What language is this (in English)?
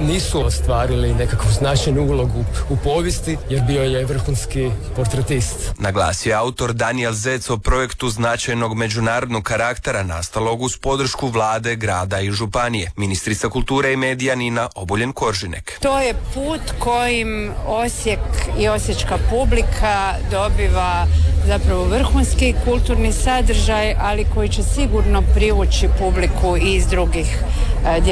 Croatian